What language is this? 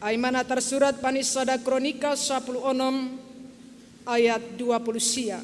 Batak Simalungun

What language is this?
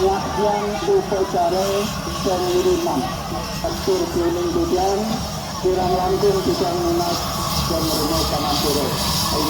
Balinese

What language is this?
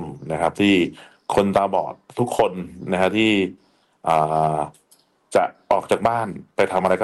Thai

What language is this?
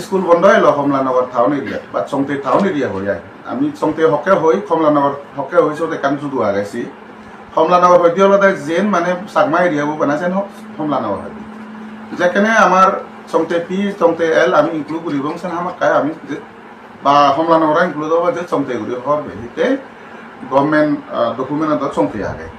Chakma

